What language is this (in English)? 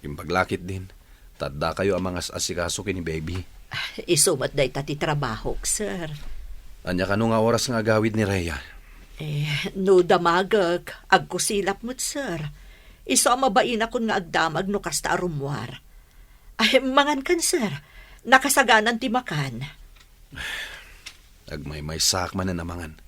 Iloko